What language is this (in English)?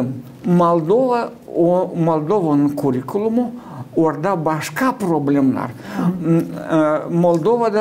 Gagauz